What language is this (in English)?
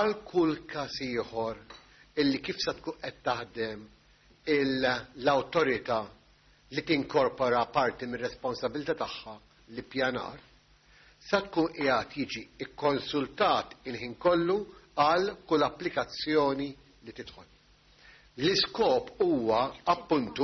Maltese